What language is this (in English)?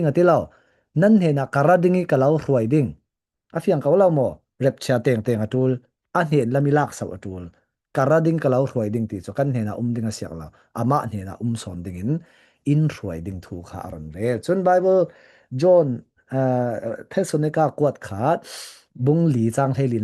Falam Chin